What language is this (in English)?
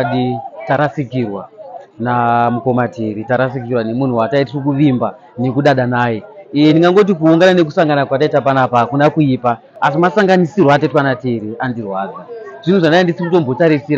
Shona